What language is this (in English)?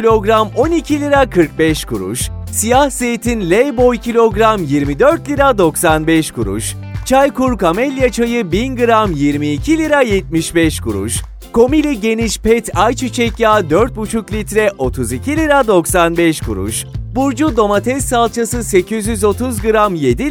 Turkish